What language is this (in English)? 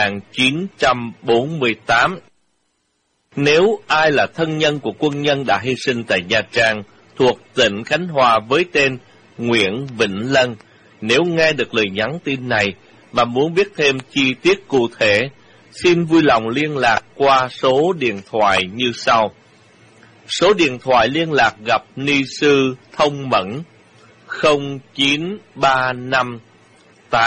Vietnamese